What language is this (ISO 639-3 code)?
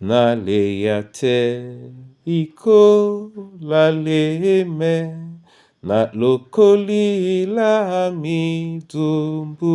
dua